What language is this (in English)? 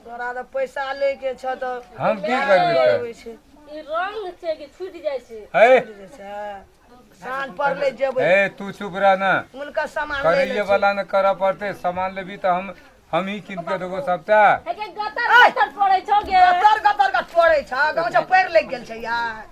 Maithili